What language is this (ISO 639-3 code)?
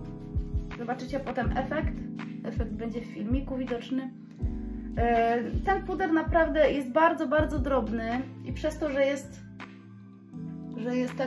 pol